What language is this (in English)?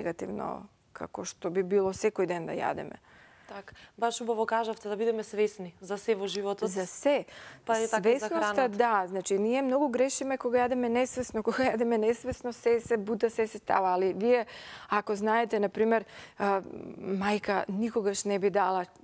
Macedonian